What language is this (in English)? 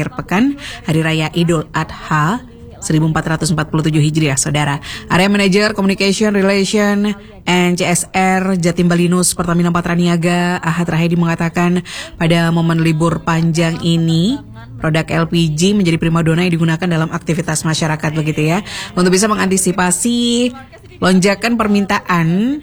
Indonesian